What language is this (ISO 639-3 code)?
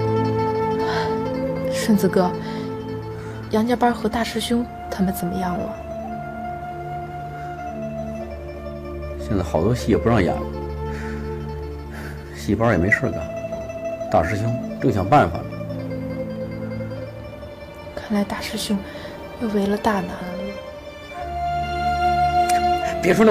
zho